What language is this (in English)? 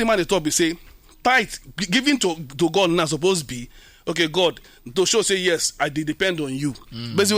Nigerian Pidgin